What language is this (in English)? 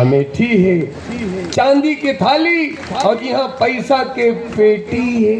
Chhattisgarhi